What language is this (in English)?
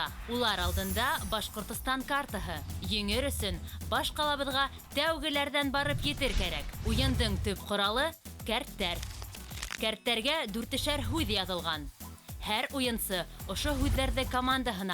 Bashkir